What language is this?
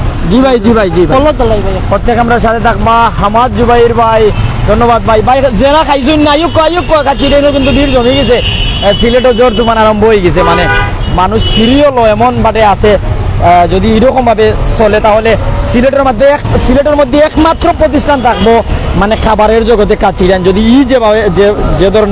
Sylheti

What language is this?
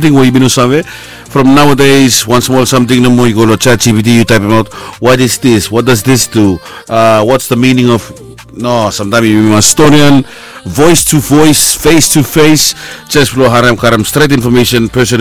Bislama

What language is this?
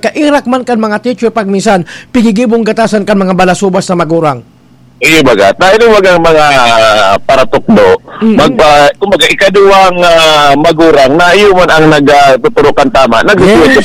Bikol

